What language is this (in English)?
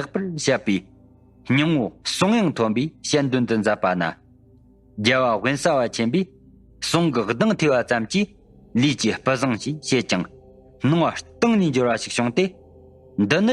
Tibetan